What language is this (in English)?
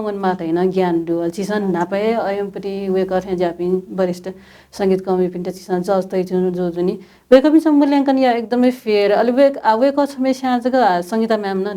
Newari